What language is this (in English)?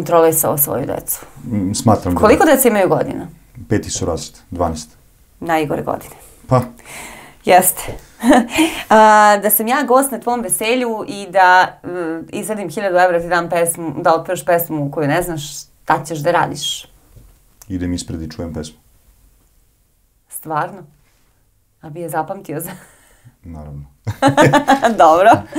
Serbian